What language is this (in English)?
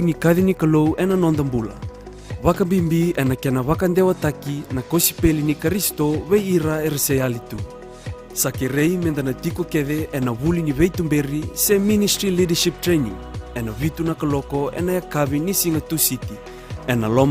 Fijian